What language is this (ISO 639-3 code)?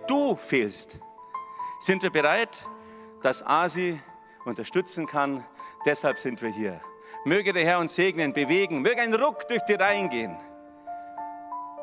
deu